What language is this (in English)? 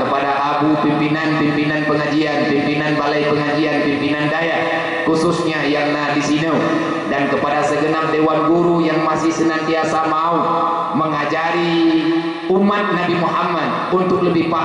Achinese